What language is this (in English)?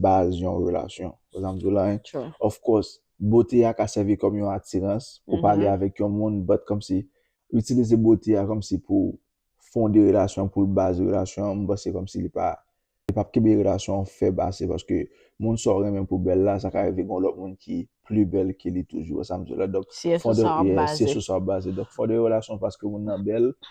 Haitian Creole